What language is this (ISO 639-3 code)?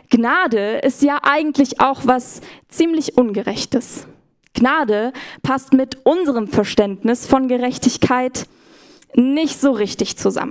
gsw